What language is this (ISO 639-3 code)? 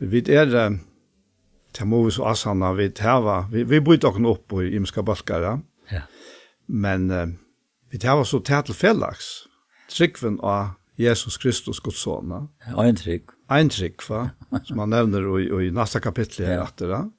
fao